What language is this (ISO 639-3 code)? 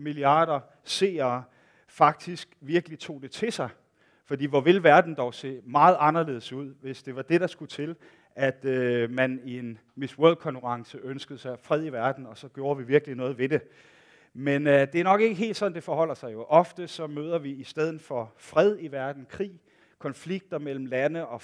dan